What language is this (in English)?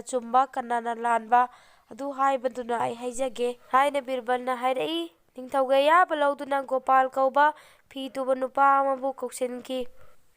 Manipuri